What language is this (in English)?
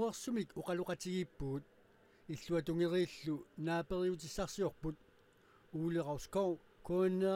Kalaallisut